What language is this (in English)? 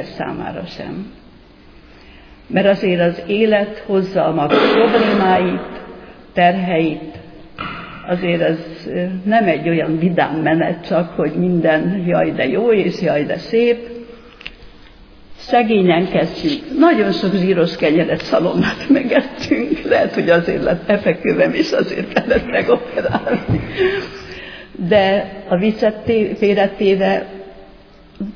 Hungarian